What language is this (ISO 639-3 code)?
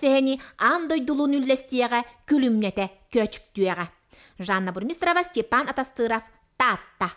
sah